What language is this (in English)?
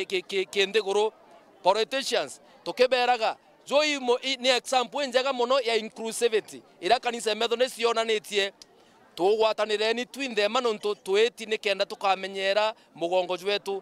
Meru